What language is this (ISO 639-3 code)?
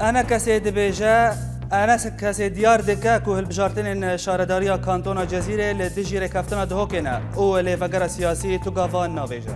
kur